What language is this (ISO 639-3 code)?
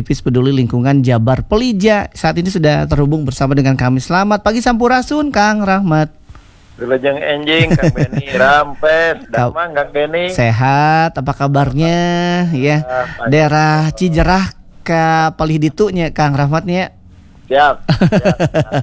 ind